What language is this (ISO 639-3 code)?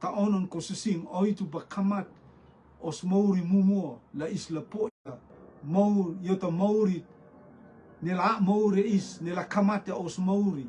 rtm